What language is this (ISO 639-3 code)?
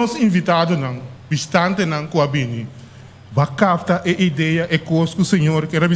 pap